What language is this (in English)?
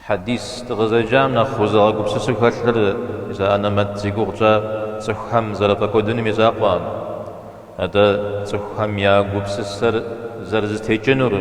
Kabardian